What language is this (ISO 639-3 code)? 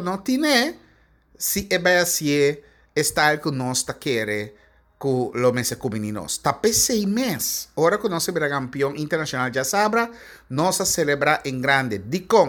pap